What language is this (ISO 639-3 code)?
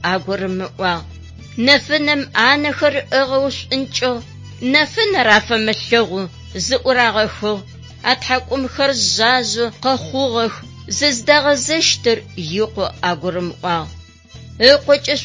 ady